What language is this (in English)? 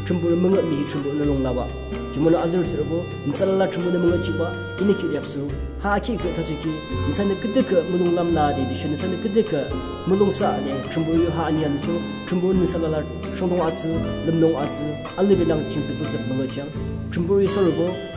Yimchungru Naga